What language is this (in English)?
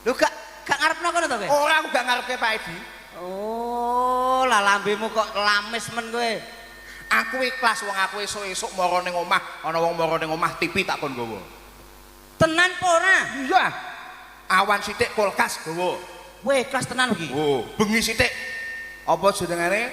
Javanese